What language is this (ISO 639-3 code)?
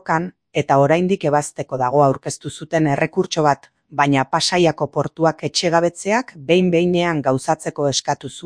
eus